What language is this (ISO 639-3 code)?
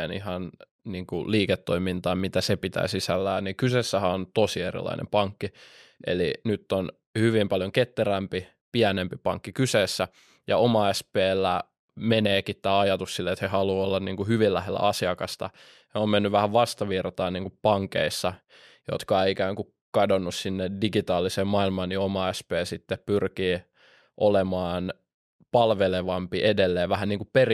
fin